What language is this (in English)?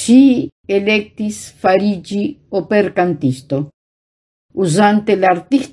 Esperanto